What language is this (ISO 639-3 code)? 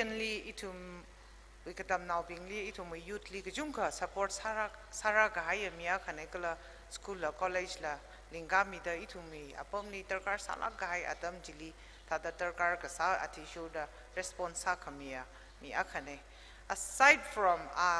nmf